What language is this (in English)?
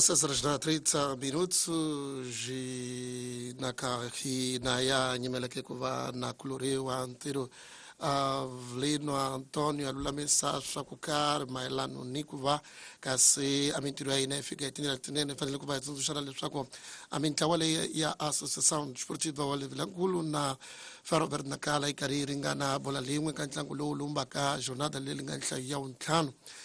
Tsonga